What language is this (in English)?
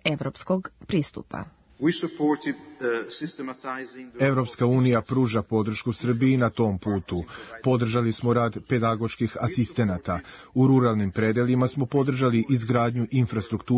Serbian